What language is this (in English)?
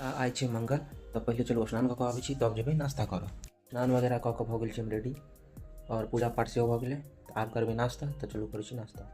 Maithili